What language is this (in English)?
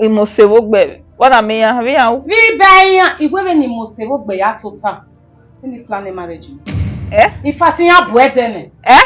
Bini